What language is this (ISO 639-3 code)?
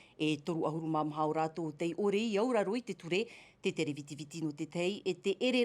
tah